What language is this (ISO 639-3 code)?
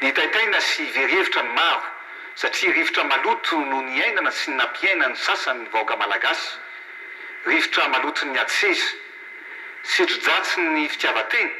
mlg